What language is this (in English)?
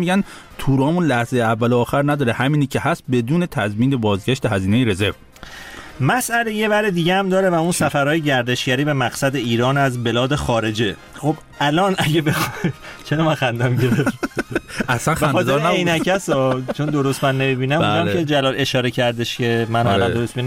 Persian